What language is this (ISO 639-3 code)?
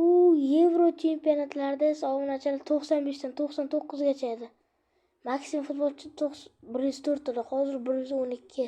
uzb